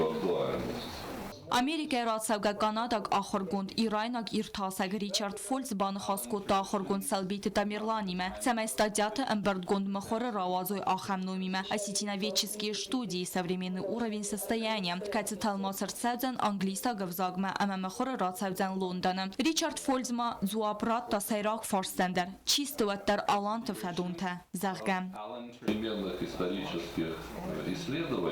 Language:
Ossetic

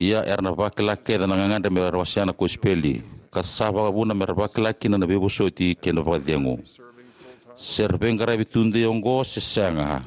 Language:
Fijian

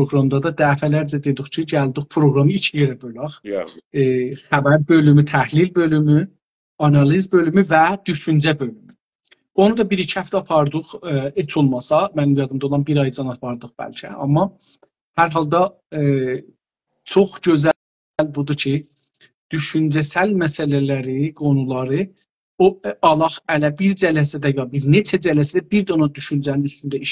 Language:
South Azerbaijani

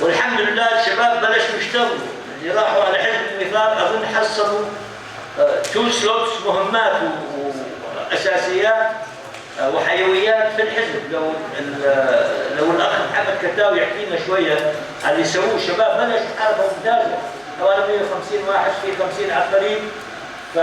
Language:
North Levantine Arabic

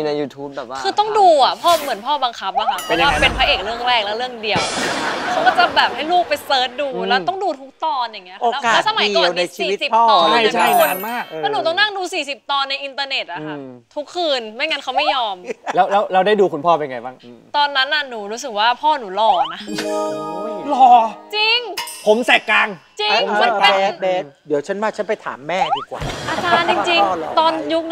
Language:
Thai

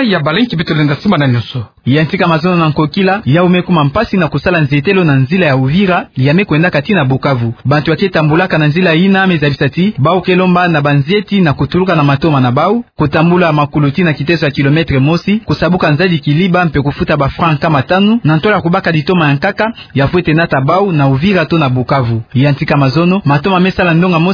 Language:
Kituba (Democratic Republic of Congo)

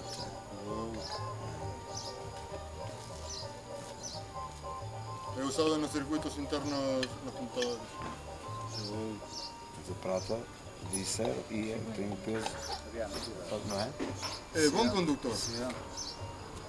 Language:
Portuguese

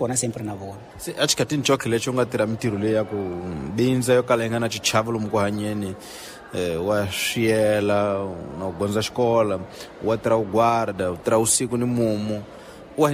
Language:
Tsonga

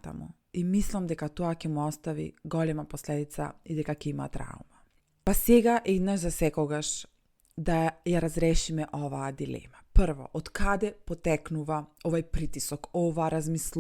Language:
Macedonian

